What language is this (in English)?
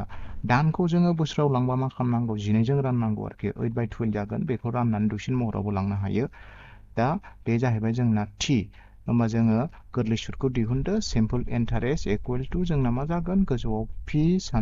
Bodo